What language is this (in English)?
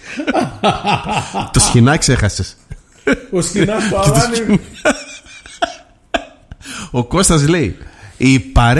Greek